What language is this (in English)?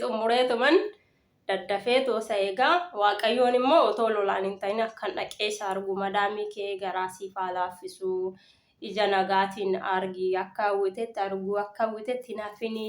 Oromo